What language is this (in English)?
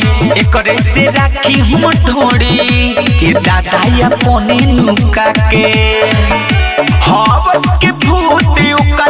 Bhojpuri